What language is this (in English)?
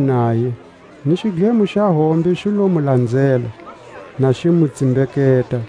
Tswa